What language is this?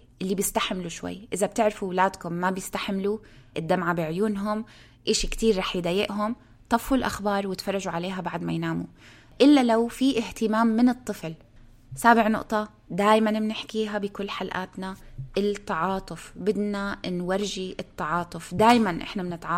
North Levantine Arabic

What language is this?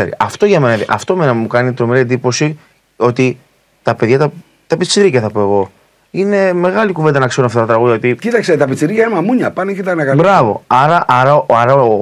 Greek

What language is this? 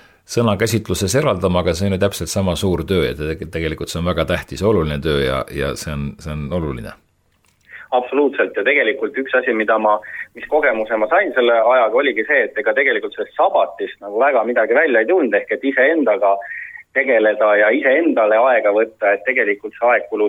Estonian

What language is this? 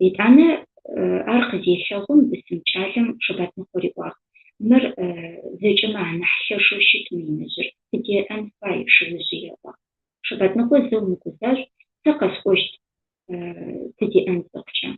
Adyghe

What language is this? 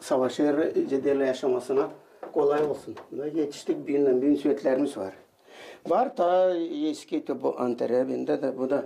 Gagauz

